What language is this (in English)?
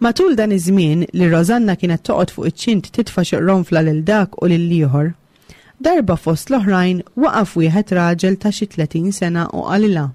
Maltese